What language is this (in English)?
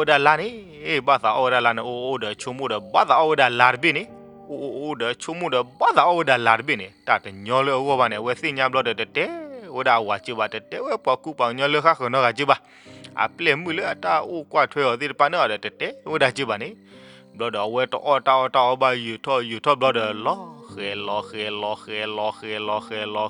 S'gaw Karen